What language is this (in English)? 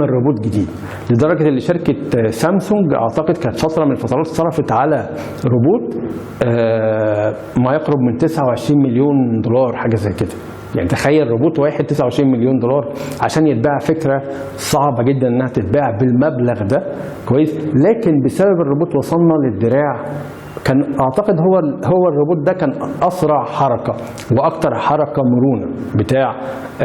Egyptian Arabic